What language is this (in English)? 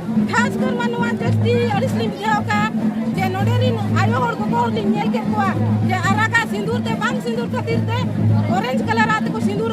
Santali